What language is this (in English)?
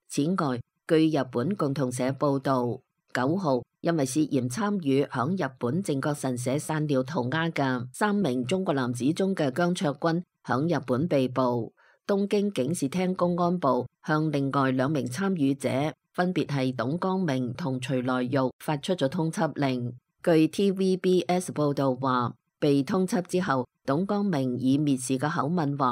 Cantonese